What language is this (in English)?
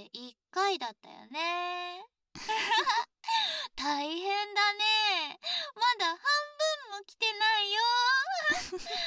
Japanese